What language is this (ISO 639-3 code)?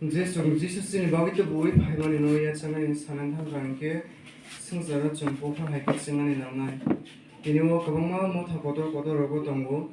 trp